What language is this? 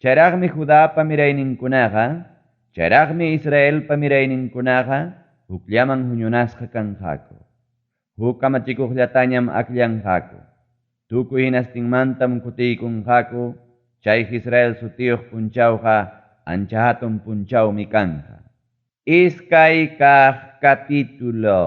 Ayacucho Quechua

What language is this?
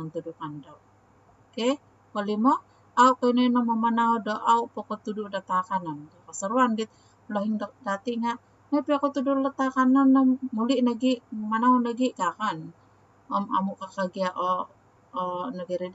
Central Dusun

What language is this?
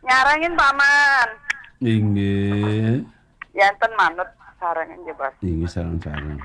Balinese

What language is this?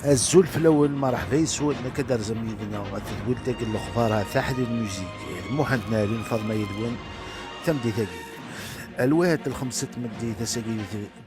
Kabyle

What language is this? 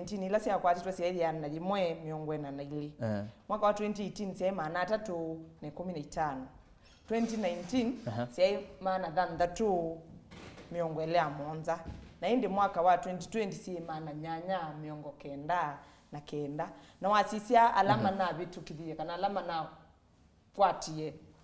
Kamba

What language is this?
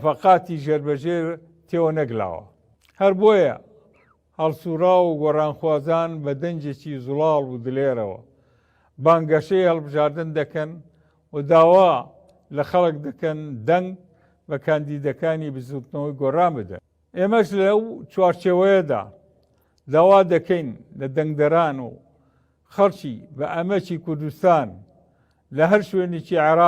Central Kurdish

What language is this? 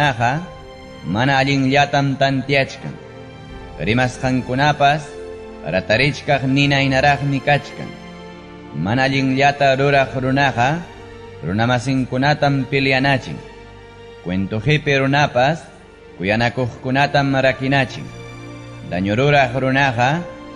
Ayacucho Quechua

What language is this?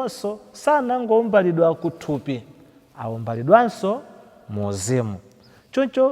Nyanja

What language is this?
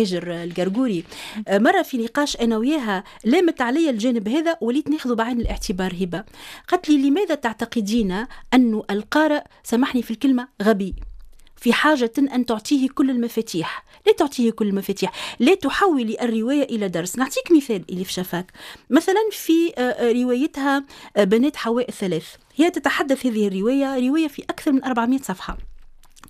Tunisian Arabic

